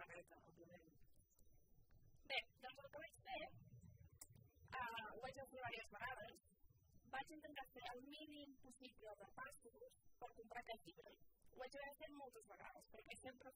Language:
Catalan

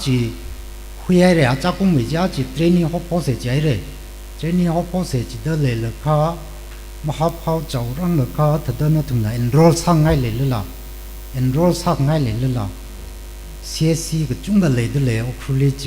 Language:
Tangkhul Naga (India)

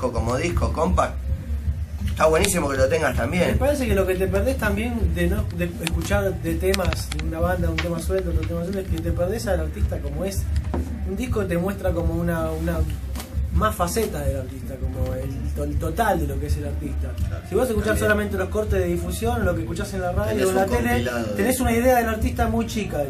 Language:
Spanish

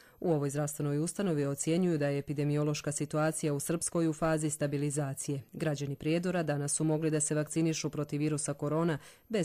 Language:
Croatian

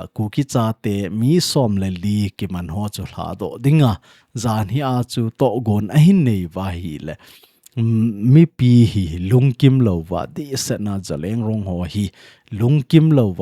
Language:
Thado Chin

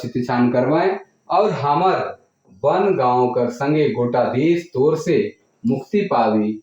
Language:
Sadri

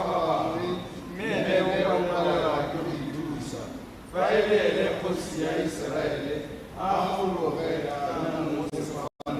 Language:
Tswana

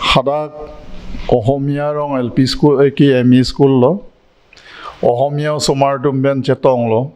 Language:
Karbi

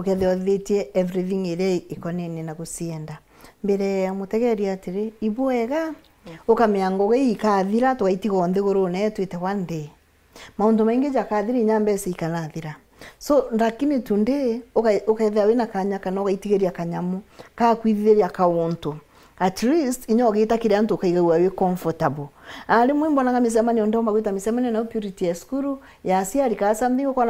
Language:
Meru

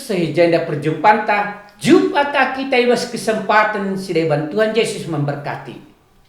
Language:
Batak Karo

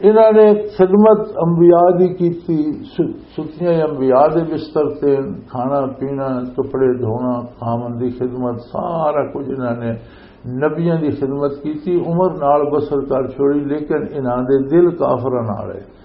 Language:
Western Panjabi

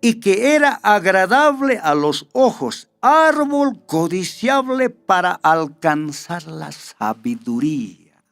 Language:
Aymara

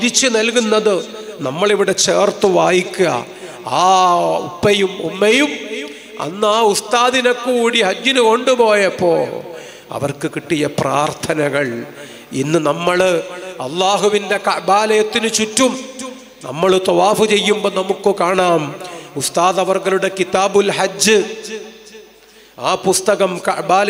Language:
Malayalam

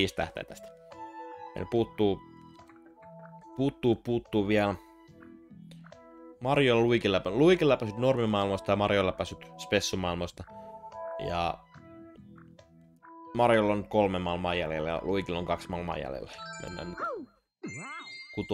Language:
Finnish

